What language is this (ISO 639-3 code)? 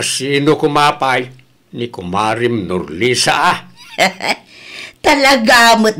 ilo